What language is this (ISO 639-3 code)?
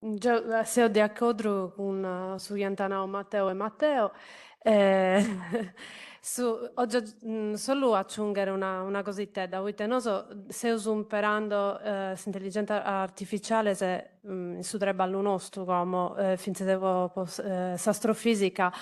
srd